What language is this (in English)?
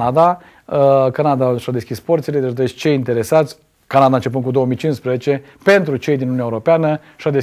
Romanian